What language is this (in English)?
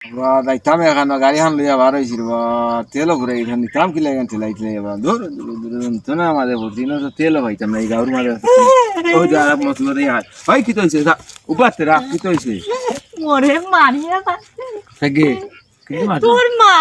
Sylheti